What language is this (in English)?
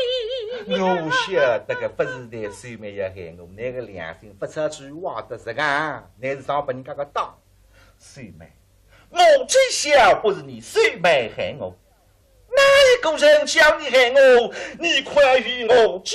Wu Chinese